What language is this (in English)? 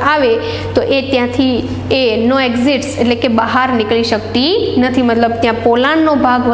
Gujarati